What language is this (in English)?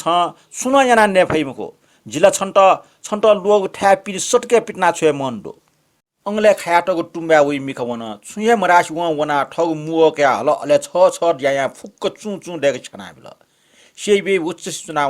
Newari